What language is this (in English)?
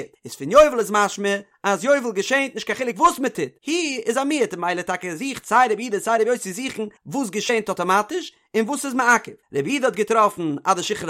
Yiddish